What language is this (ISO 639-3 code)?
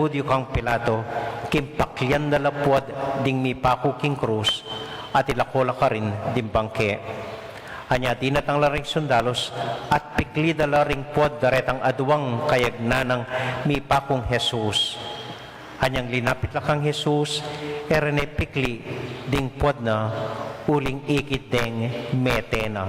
pam